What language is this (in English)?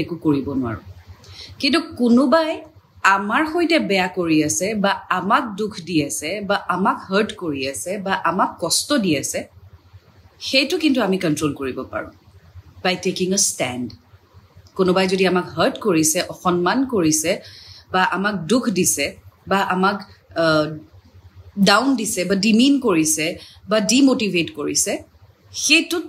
Assamese